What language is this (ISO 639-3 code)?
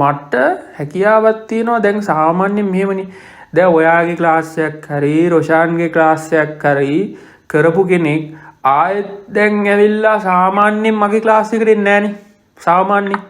sin